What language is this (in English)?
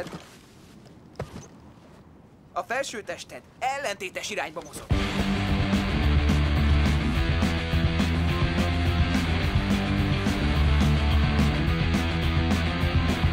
Hungarian